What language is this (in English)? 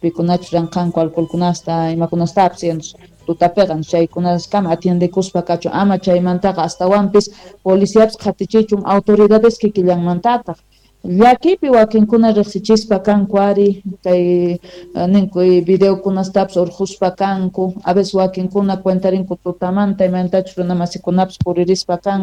South Bolivian Quechua